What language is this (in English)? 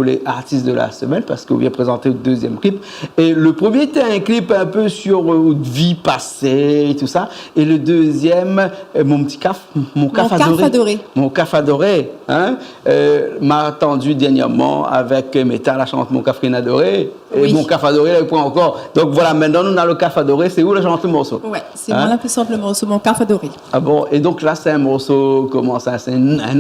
Réunion Creole French